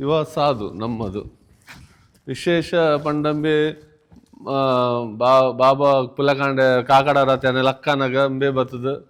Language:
Tulu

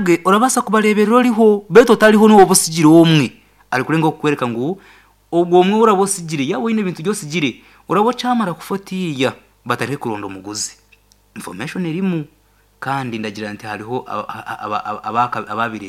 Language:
Nyankole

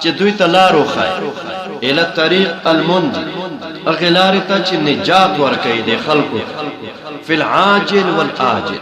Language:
Pashto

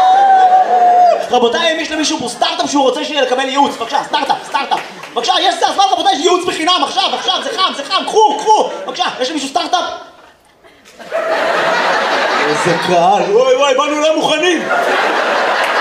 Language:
Hebrew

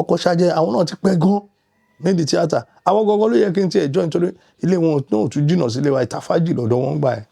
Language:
Yoruba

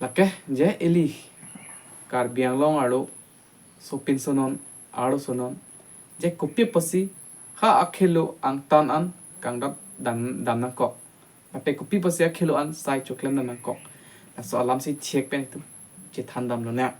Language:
Karbi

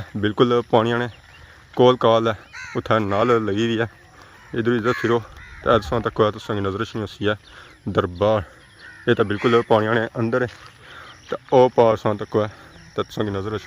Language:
Pahari-Potwari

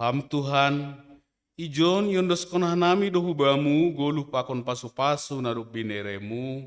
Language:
Batak Simalungun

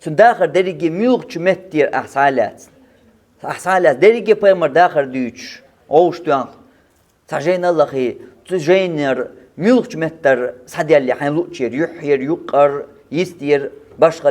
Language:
Chechen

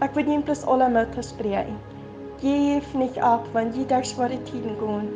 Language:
Plautdietsch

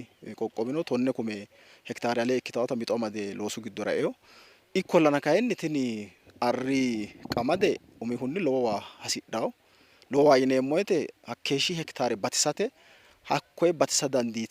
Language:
Sidamo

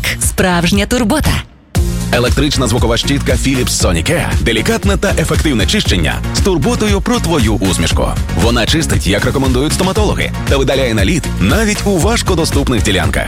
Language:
Ukrainian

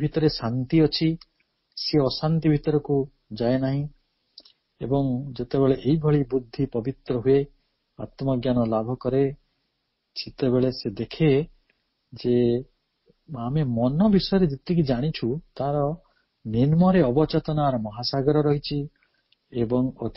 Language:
Odia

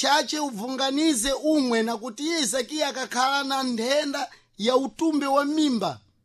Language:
Sena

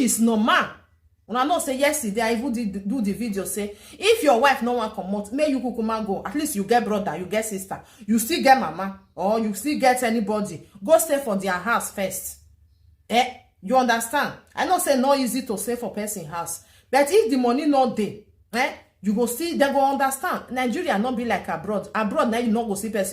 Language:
Nigerian Pidgin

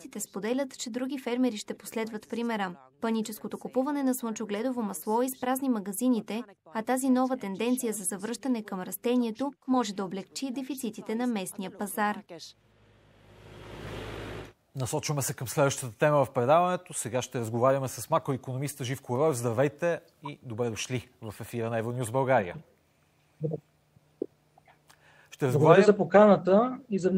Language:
Bulgarian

